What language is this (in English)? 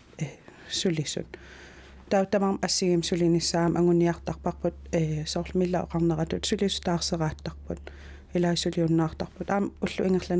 Kalaallisut